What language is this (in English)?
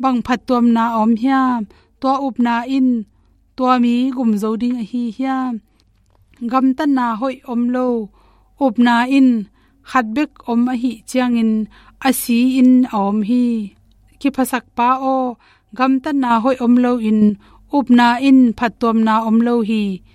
Tedim Chin